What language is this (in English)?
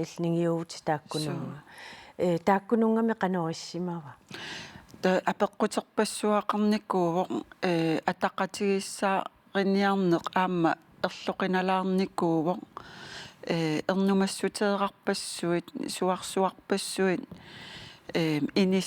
Kalaallisut